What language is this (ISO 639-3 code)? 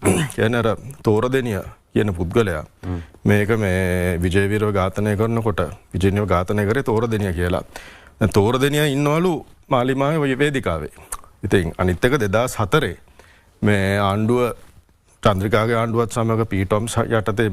sin